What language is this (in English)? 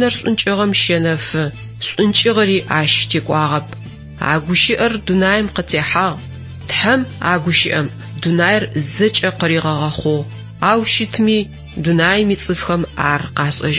Adyghe